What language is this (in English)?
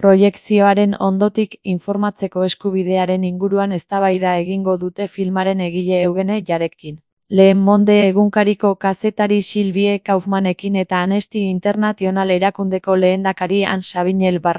Basque